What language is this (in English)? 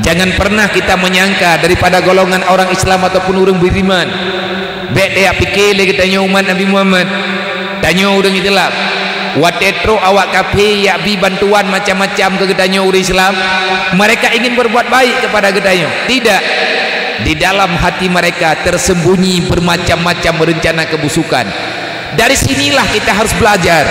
Achinese